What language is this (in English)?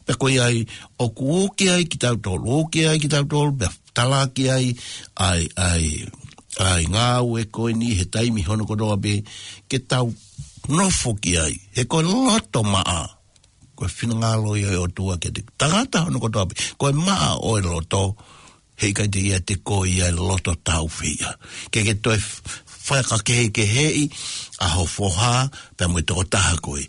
Tongan